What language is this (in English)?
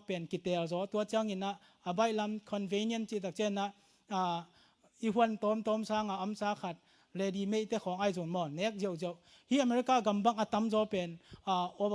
Tedim Chin